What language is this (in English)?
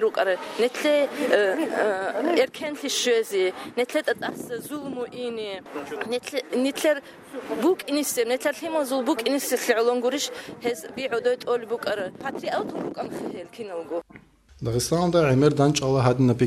Avaric